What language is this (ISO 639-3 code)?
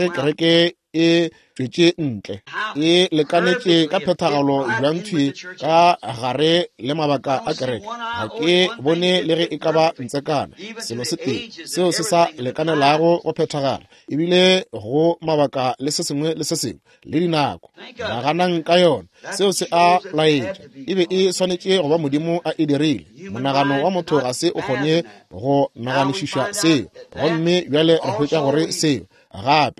nso